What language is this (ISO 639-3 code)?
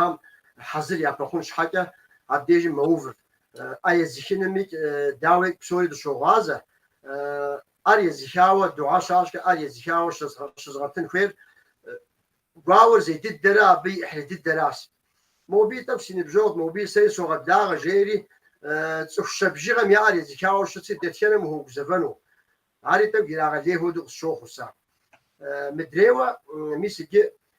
kbd